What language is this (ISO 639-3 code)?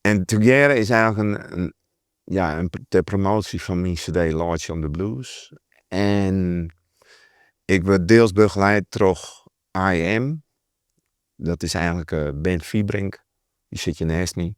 fry